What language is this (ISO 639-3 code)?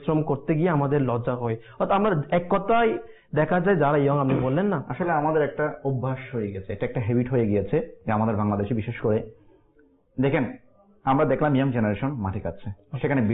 ben